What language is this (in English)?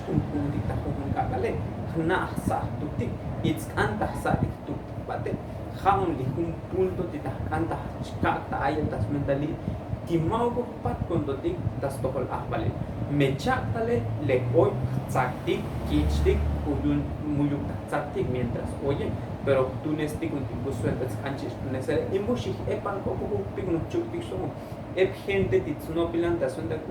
Tzotzil